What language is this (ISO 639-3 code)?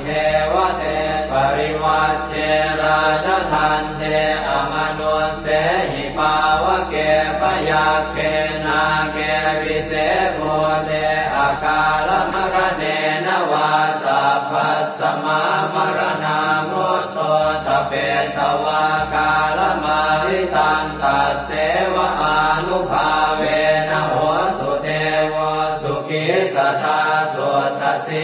pli